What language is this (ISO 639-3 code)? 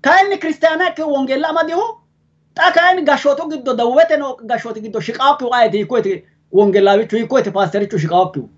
sid